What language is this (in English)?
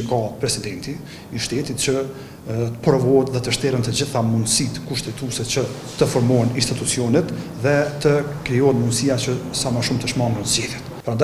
Albanian